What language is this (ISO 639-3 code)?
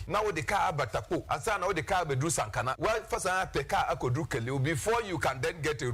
aka